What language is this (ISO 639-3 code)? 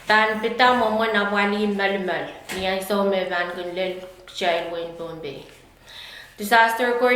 pon